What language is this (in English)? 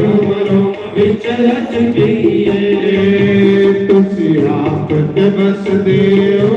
Dogri